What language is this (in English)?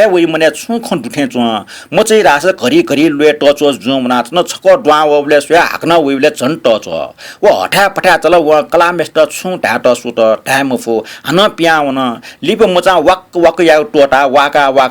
Newari